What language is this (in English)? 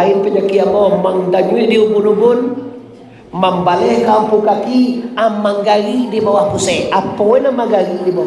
Minangkabau